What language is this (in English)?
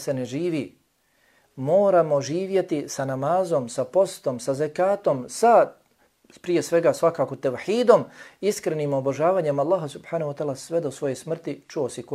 Bosnian